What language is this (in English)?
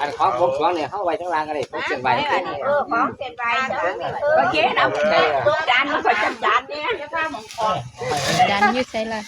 Northeastern Thai